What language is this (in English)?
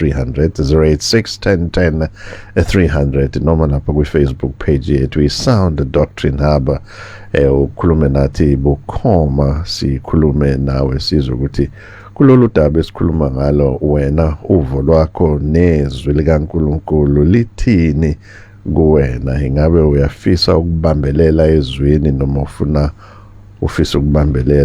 Zulu